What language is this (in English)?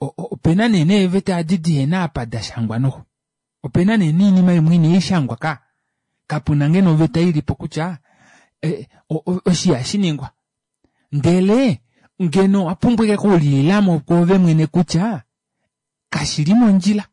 Kuanyama